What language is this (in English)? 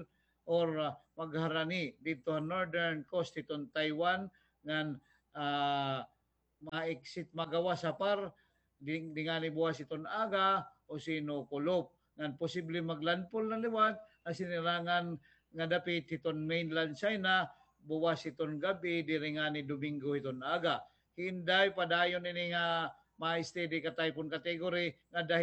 Waray